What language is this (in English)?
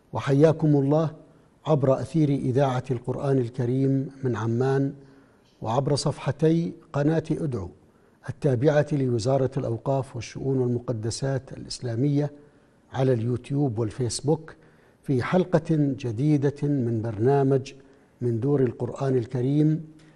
Arabic